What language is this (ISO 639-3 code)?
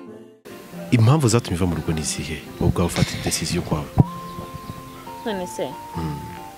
kin